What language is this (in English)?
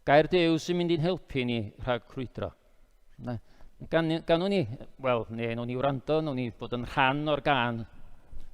Welsh